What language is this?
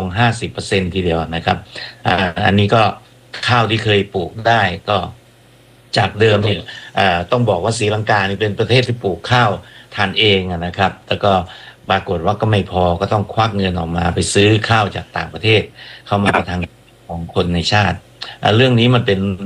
Thai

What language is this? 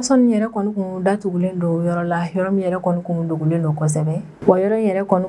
Bambara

